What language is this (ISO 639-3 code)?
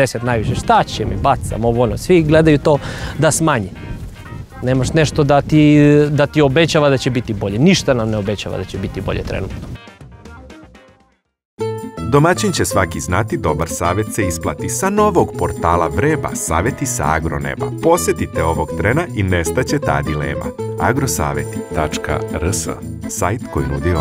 srp